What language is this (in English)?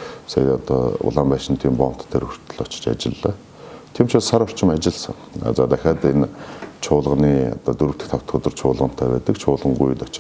Mongolian